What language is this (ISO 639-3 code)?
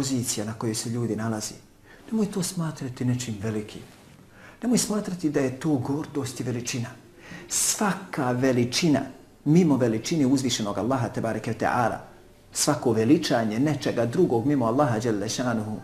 bos